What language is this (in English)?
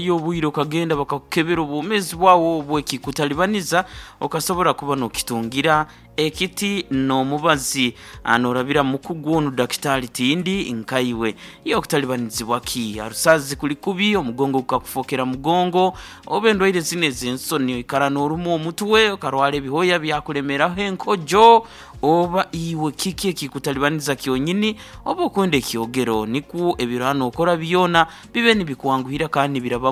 Nyoro